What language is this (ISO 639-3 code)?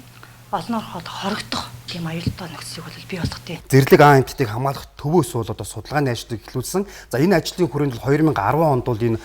mon